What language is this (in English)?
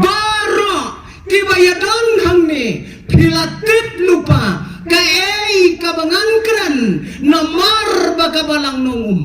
Khasi